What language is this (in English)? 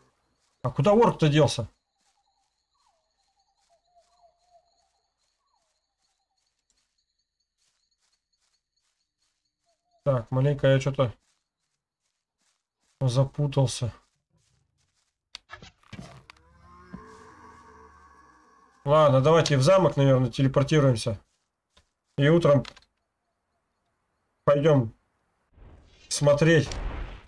Russian